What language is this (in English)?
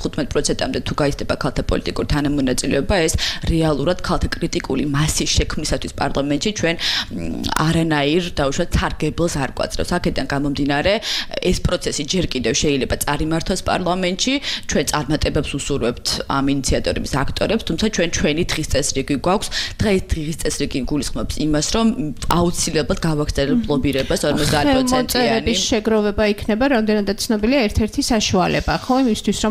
Georgian